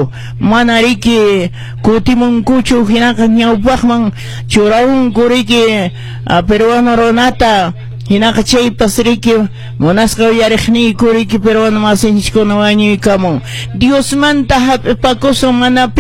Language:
Quechua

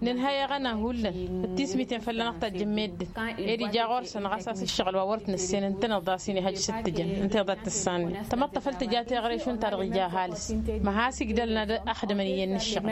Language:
Tamasheq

